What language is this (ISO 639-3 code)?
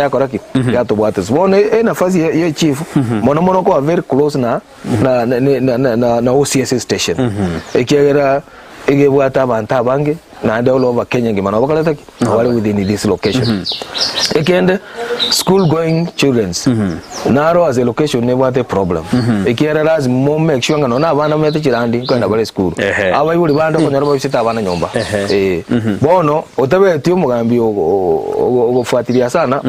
guz